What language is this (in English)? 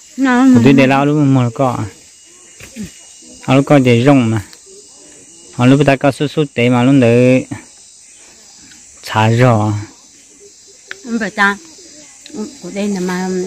Vietnamese